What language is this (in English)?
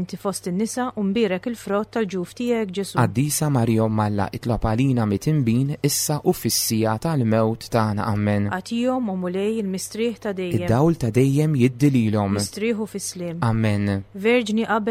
Maltese